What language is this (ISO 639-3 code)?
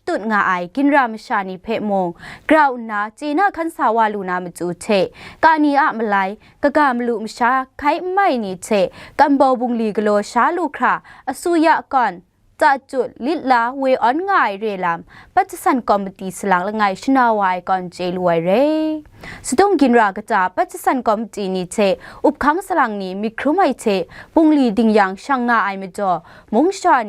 kac